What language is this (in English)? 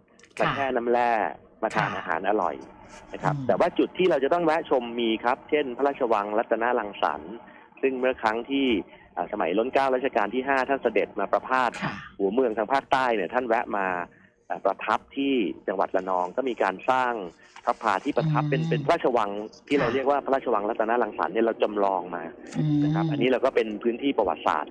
Thai